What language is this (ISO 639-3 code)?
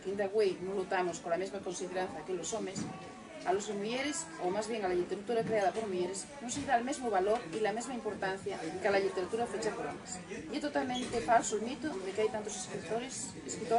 ast